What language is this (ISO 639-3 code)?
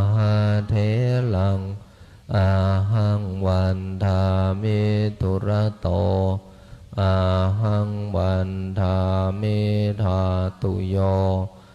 pli